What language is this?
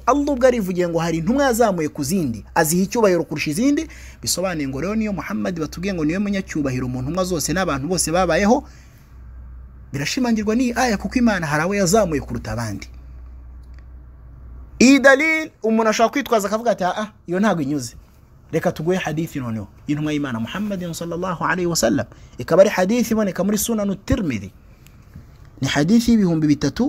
Kinyarwanda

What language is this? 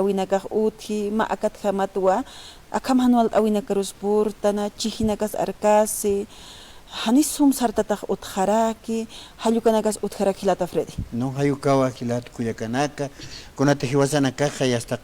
Aymara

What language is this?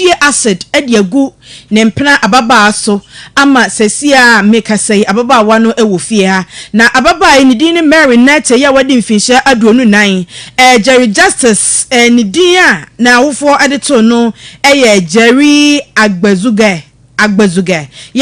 Akan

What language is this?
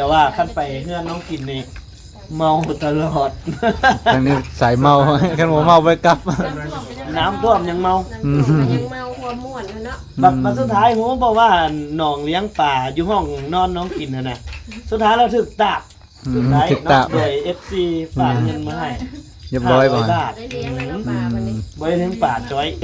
Lao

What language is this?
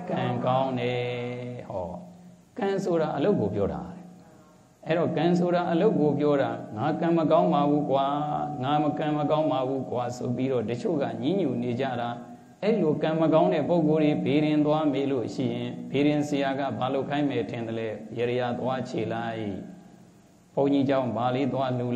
Burmese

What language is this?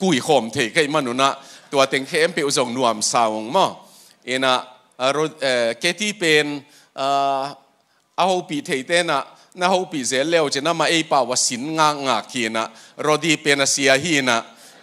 Tedim Chin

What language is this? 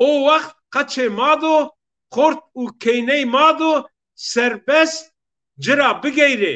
Zaza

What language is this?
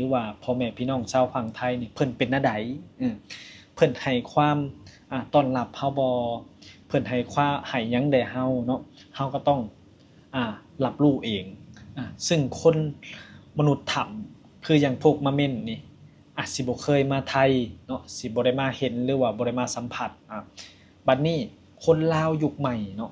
Lao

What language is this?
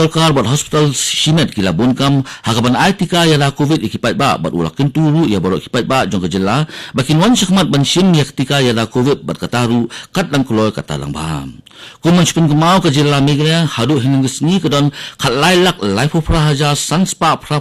Khasi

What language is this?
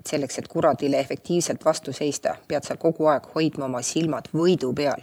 Estonian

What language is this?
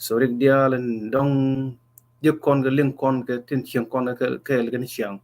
Nuer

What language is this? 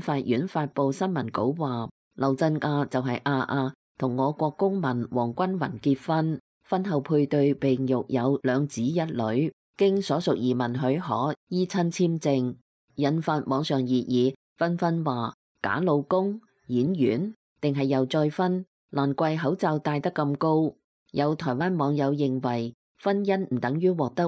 Cantonese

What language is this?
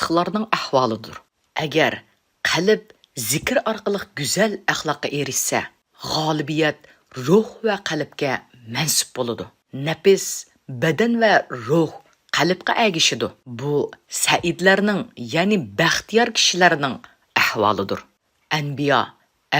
Uyghur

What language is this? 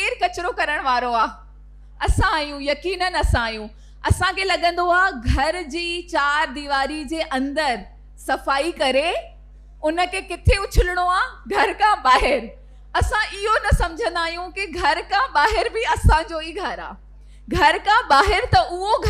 Sindhi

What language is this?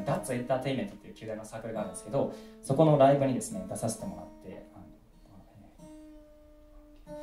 Japanese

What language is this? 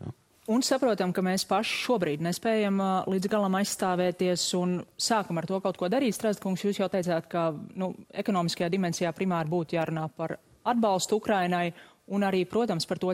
Latvian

